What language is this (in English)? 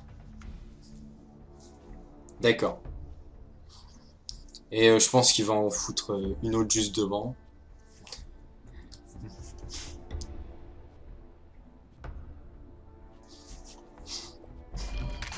French